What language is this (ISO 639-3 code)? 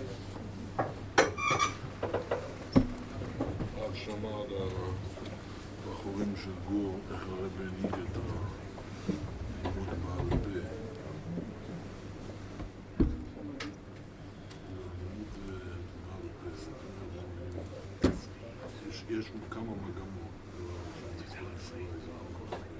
heb